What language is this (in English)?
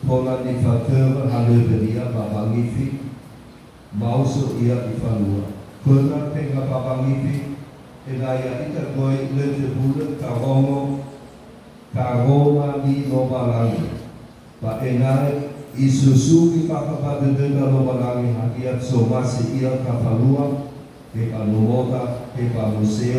Nias